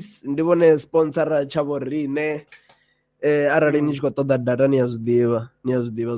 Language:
Venda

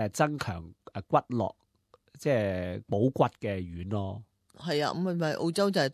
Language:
Cantonese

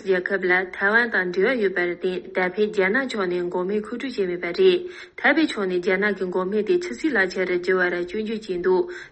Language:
Tibetan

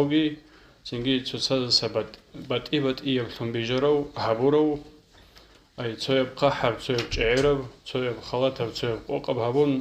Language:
Avaric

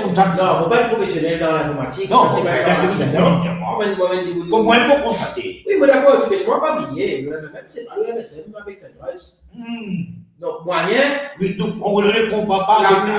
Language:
Morisyen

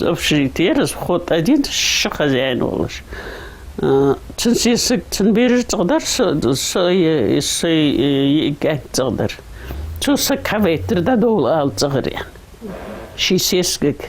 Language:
Ingush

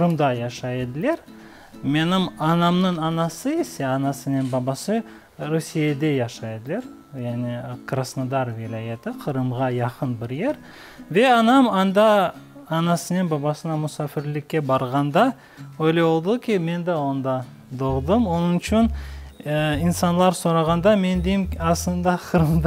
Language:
Crimean Tatar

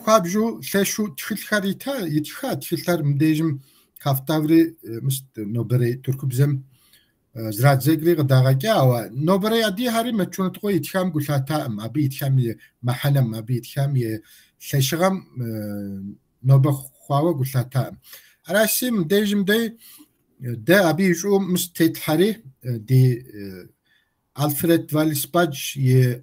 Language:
Kabardian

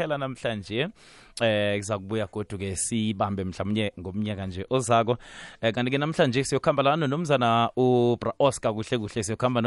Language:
South Ndebele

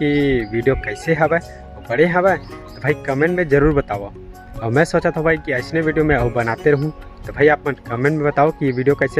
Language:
Chhattisgarhi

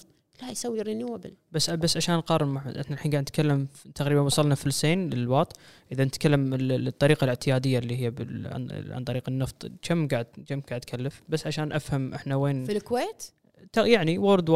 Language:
Gulf Arabic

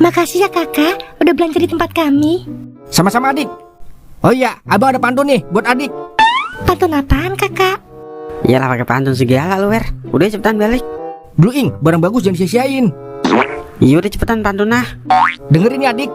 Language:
Betawi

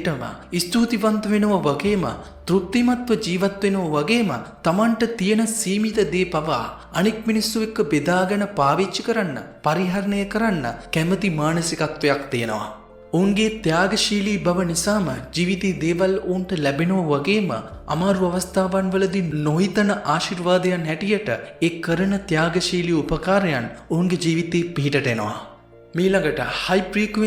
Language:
Sinhala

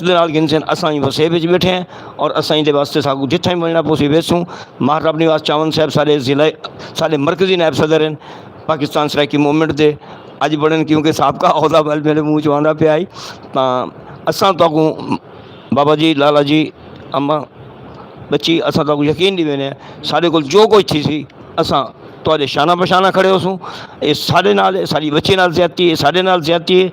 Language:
Saraiki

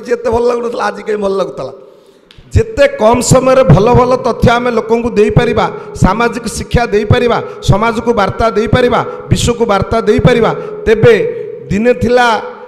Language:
Odia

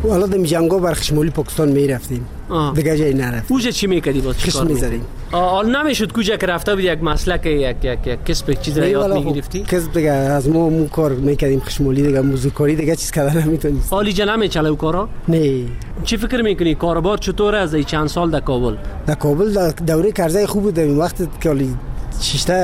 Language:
Persian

